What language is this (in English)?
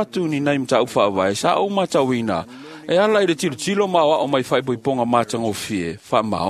Samoan